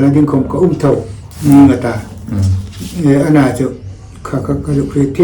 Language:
Hmar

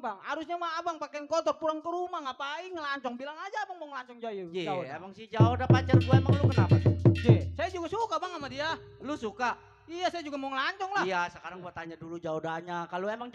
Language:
Betawi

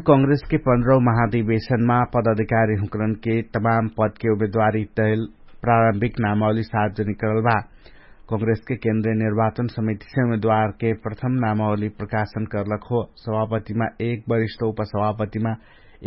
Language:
Dangaura Tharu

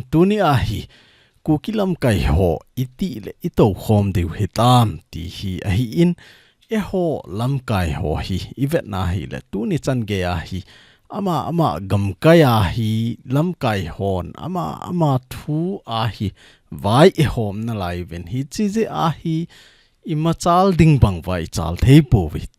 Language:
Thado Chin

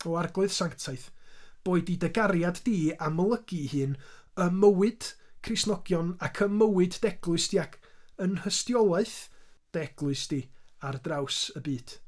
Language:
Welsh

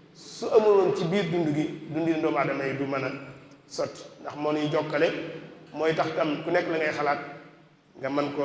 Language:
Wolof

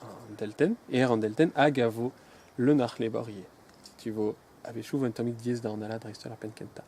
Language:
Breton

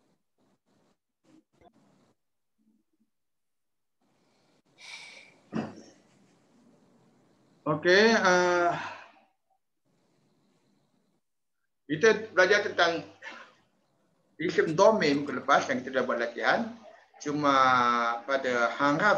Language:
Malay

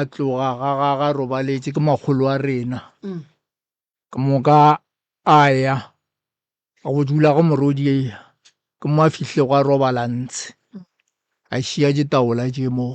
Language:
Northern Sotho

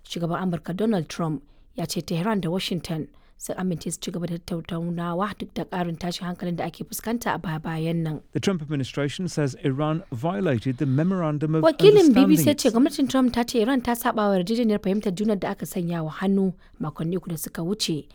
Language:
Hausa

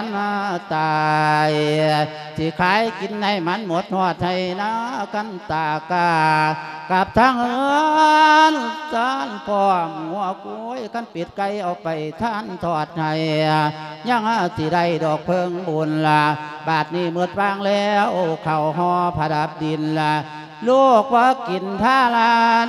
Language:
Lao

